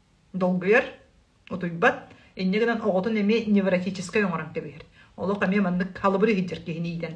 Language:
Yakut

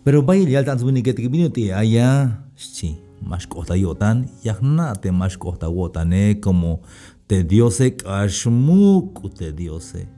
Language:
Tzeltal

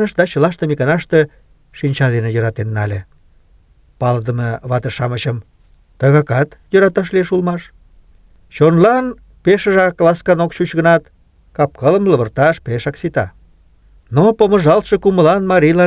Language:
Mari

